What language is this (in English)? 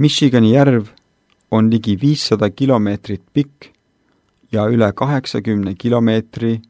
Estonian